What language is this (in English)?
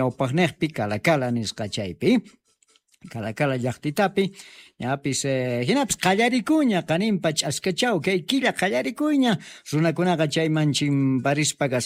South Bolivian Quechua